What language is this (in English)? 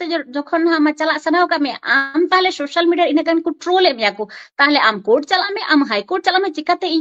Santali